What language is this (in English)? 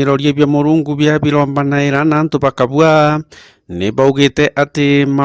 Meru